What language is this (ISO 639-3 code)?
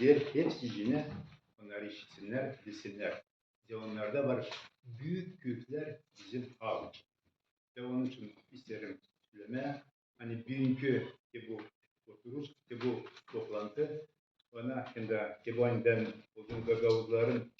gag